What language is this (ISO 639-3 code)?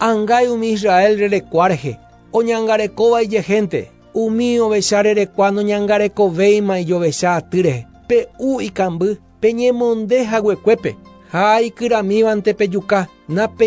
grn